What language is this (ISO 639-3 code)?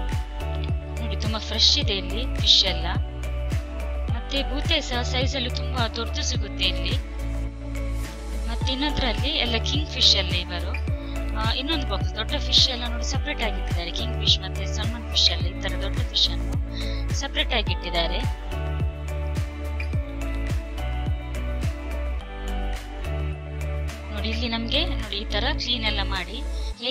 kan